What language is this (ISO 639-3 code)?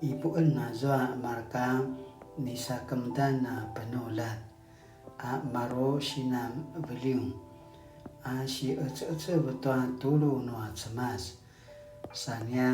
pwn